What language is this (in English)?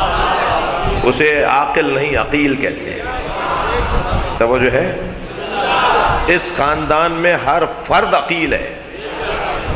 Urdu